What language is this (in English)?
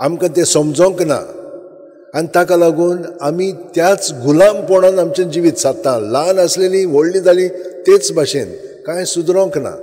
Konkani